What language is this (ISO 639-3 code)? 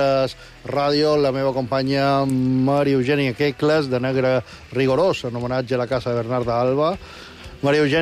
cat